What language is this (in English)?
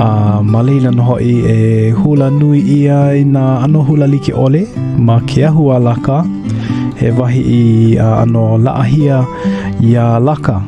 Hawaiian